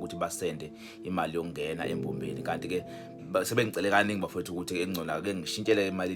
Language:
Zulu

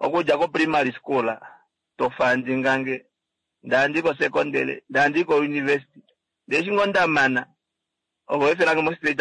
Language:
Kuanyama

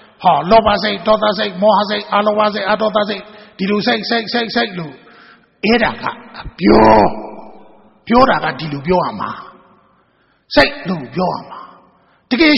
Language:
Burmese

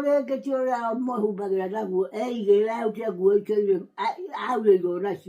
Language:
Kikuyu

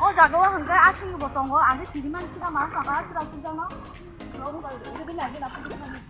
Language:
Kok Borok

